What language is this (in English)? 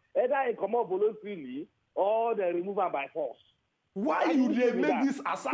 Nigerian Pidgin